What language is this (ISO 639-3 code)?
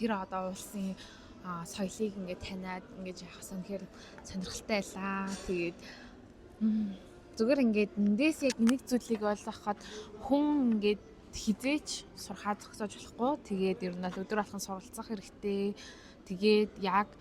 mon